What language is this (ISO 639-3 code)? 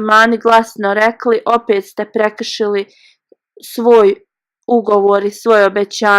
bos